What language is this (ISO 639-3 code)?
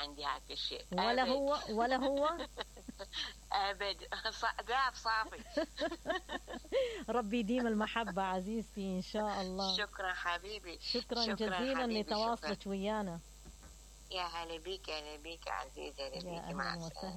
acm